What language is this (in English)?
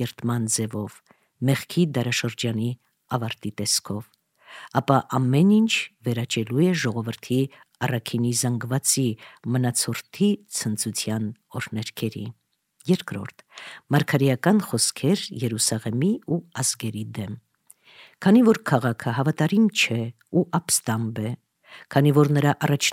Armenian